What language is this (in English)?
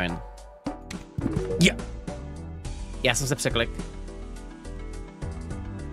Czech